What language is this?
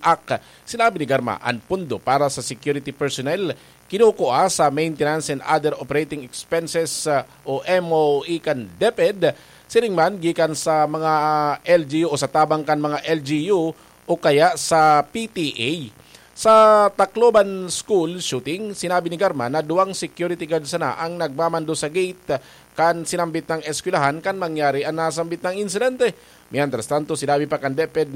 Bikol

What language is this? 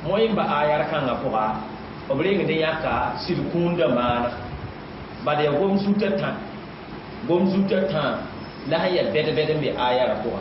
Mossi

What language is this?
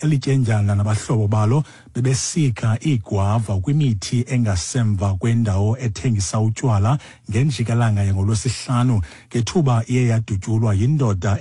Xhosa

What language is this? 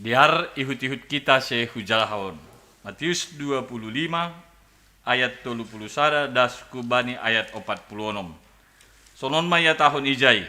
Batak Simalungun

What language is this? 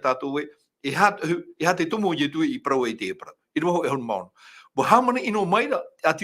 Tahitian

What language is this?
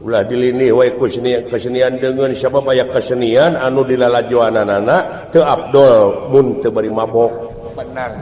Sundanese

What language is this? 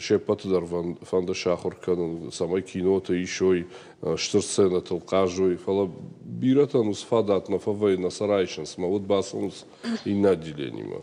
Ossetic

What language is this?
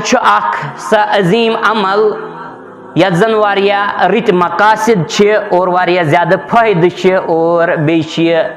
Kashmiri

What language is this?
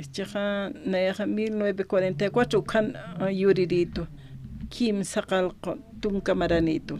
Aymara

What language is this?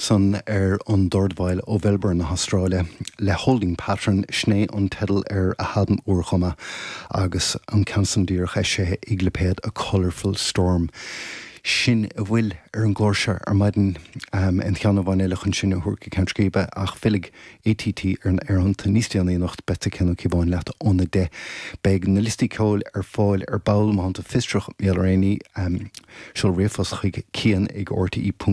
Irish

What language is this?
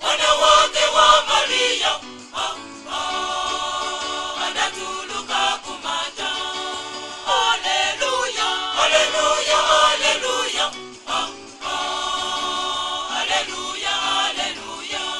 Nyanja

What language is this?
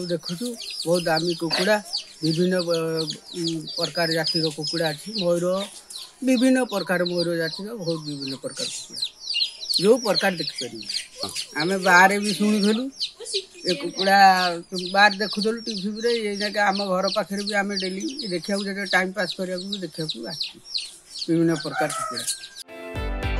Odia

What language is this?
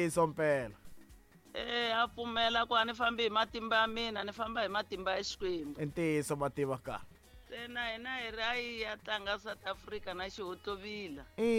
Tsonga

